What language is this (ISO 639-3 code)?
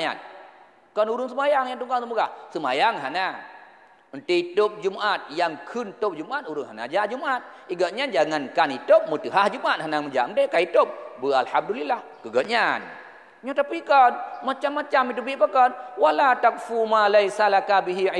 ace